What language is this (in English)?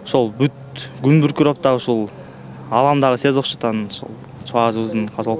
Kyrgyz